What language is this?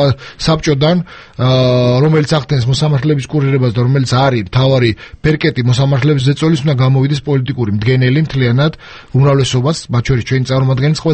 Georgian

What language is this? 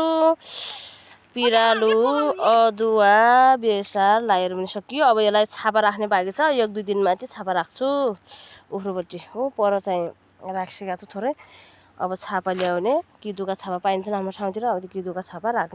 Nepali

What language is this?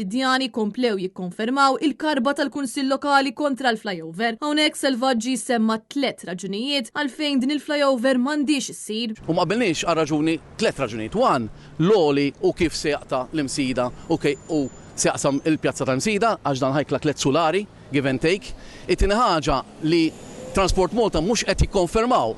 Maltese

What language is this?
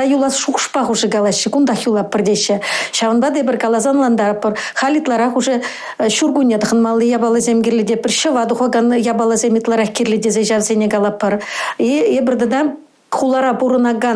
Chuvash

